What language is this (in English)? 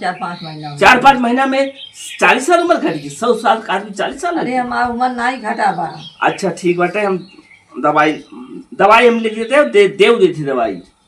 Awadhi